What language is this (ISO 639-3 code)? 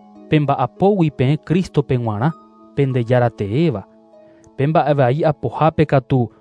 grn